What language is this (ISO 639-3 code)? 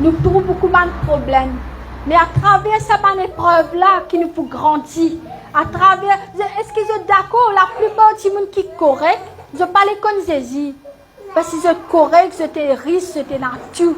mfe